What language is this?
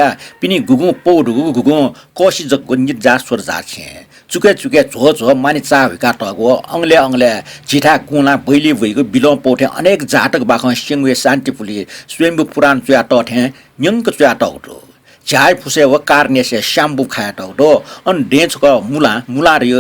Newari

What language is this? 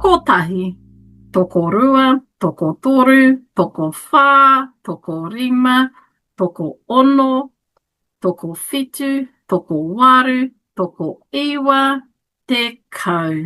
Māori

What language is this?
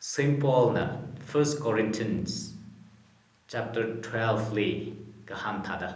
Tangkhul Naga (India)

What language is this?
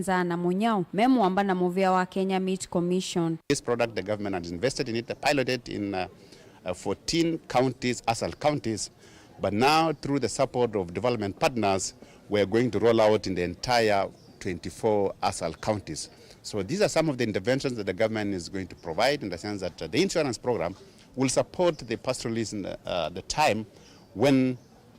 Kamba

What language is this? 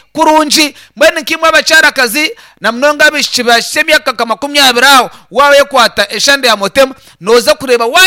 Nyankole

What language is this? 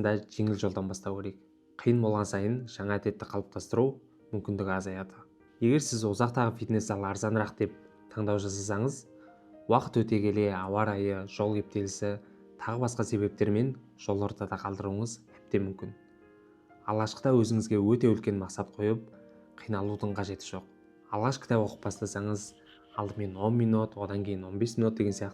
Kazakh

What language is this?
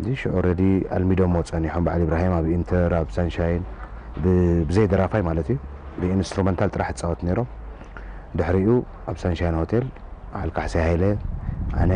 Tigrinya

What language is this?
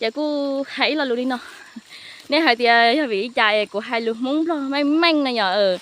Hmong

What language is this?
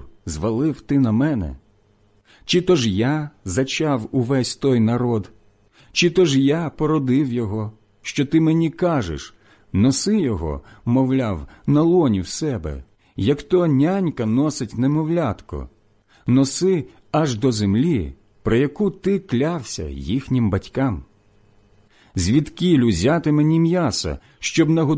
Ukrainian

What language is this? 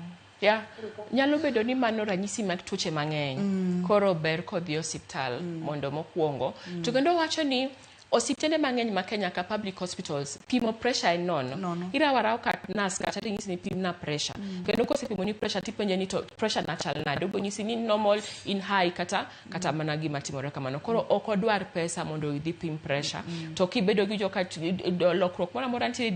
Luo (Kenya and Tanzania)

